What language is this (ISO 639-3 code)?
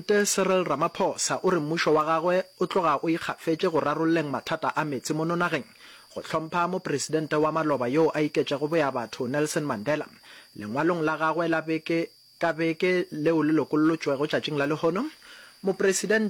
nso